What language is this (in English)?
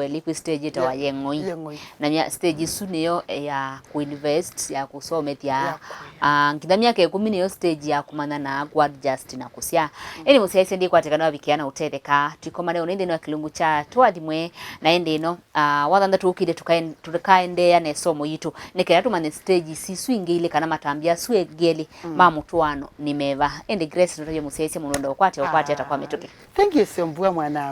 Kamba